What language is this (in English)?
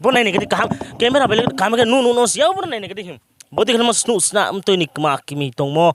Riang (India)